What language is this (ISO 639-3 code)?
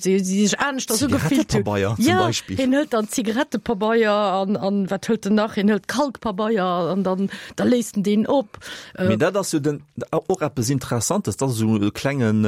ltz